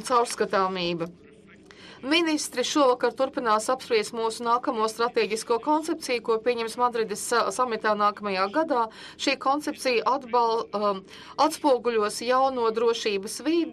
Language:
Latvian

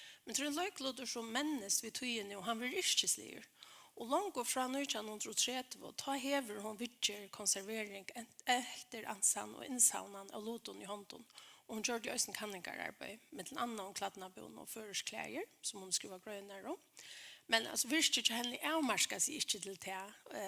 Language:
Faroese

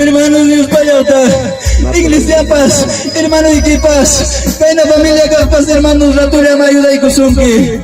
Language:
Ayacucho Quechua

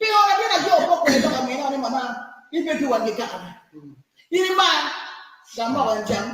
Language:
Acoli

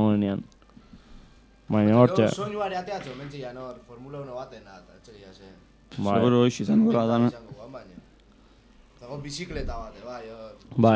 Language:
Basque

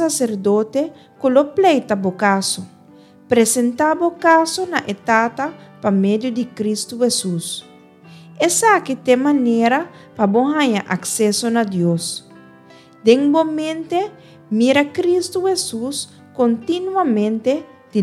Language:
Papiamento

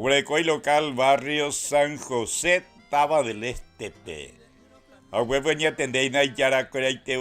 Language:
Guarani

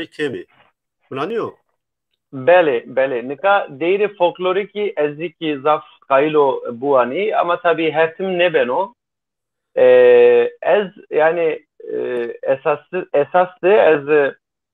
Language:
Zaza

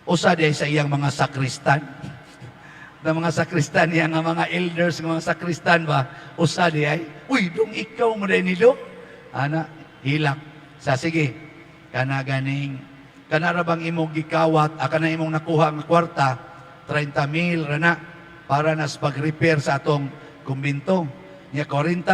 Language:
Cebuano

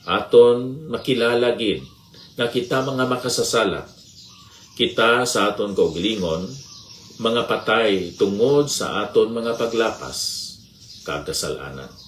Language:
Hiligaynon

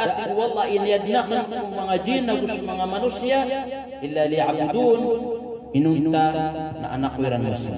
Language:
Maranao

